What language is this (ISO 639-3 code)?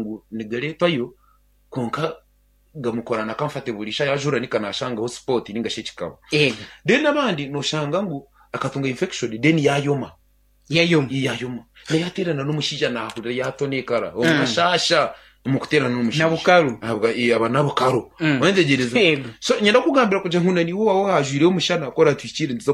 nyn